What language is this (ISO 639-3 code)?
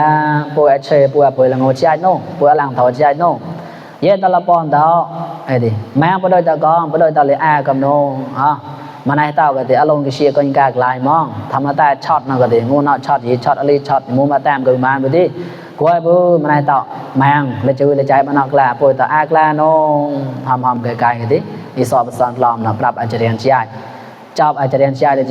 mnw